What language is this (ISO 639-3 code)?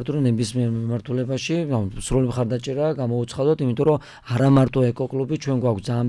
kat